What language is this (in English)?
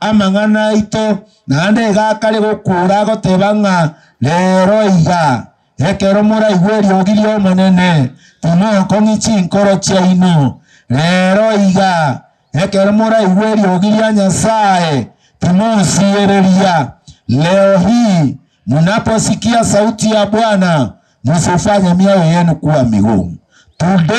Gusii